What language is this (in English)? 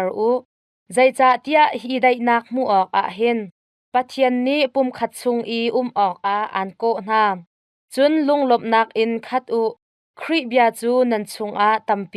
Hakha Chin